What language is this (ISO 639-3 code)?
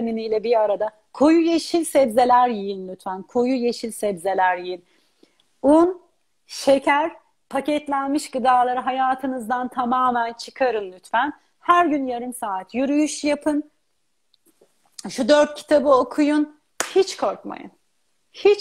tur